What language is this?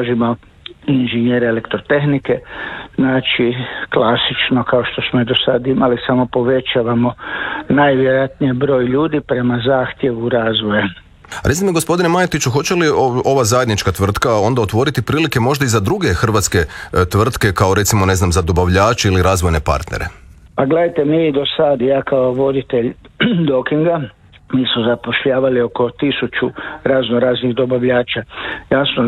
Croatian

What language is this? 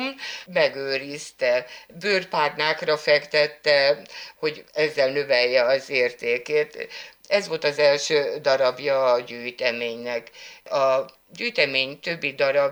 Hungarian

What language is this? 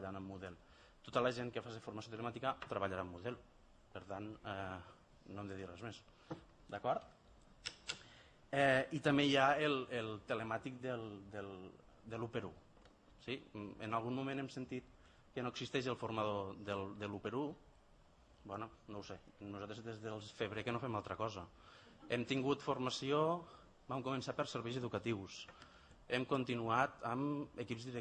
Catalan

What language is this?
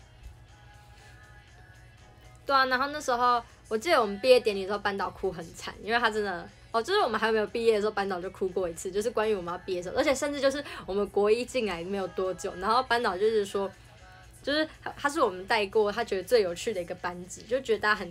Chinese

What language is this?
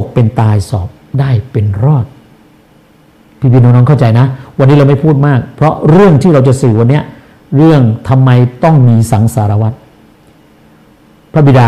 Thai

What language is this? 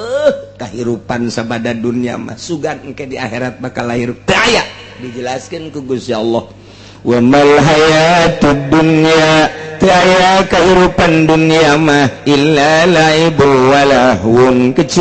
Sundanese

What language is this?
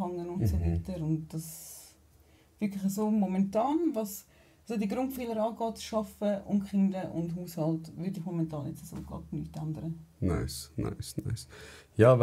Swiss German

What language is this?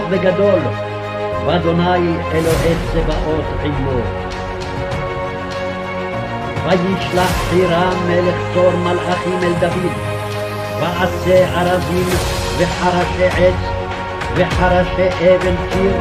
Hebrew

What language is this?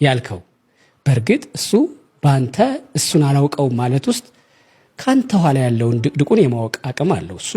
Amharic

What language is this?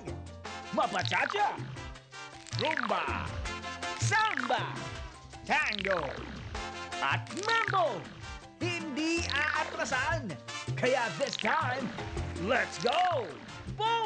Filipino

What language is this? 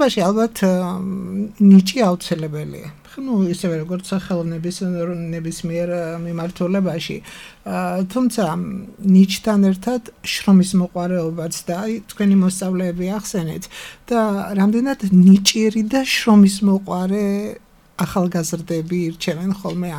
Georgian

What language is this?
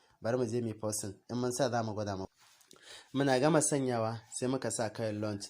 Hausa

